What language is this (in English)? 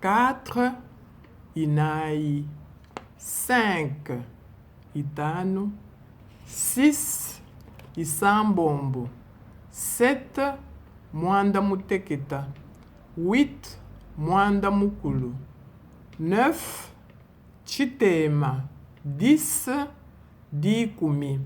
Luba-Lulua